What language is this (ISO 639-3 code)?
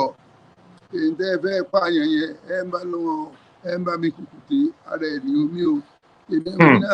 yor